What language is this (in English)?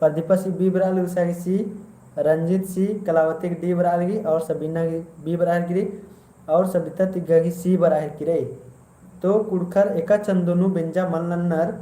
Kurukh